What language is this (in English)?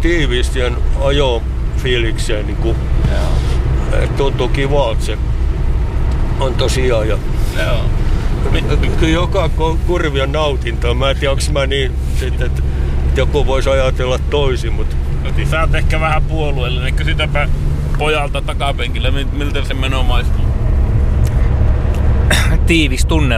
Finnish